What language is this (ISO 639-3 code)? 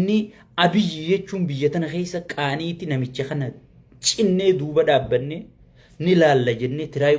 orm